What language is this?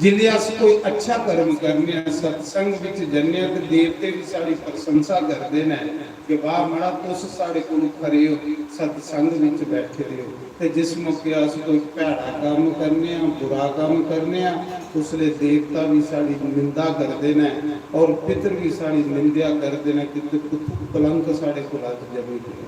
Dogri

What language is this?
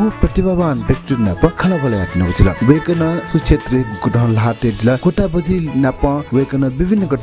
Newari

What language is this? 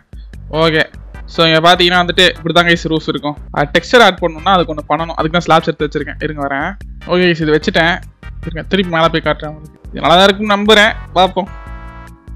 Tamil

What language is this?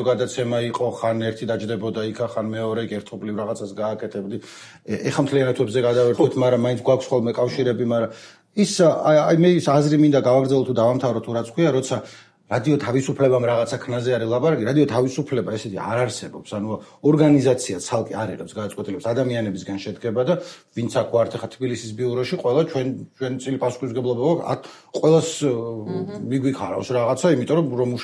Georgian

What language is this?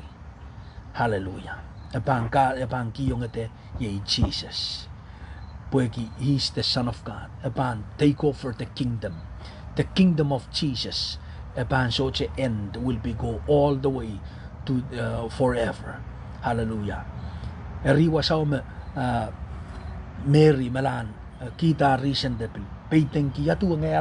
Pohnpeian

